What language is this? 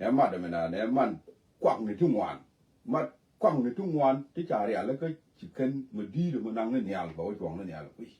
Nuer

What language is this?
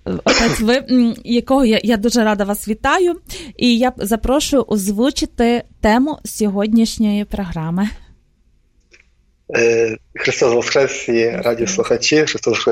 Ukrainian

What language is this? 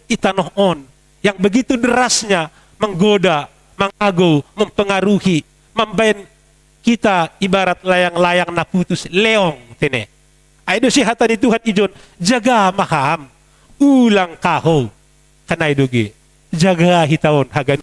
Batak Simalungun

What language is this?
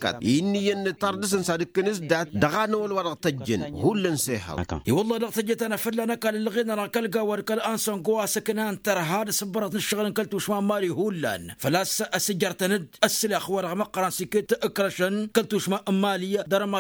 Tamasheq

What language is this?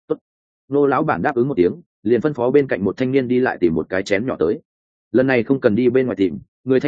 Vietnamese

